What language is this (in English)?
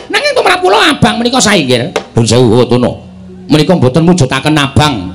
Javanese